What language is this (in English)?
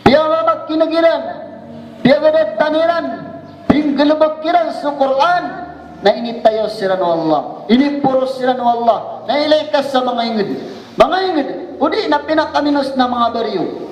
Maranao